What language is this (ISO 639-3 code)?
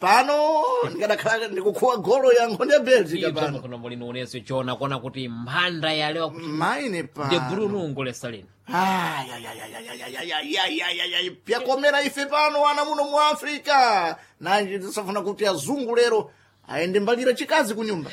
seh